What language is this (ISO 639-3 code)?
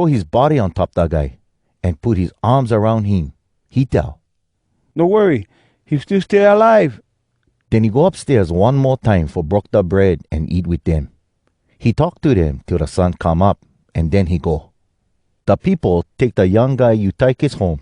hwc